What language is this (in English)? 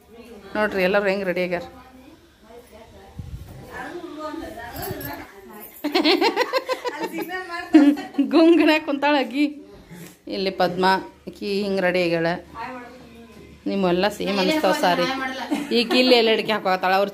Kannada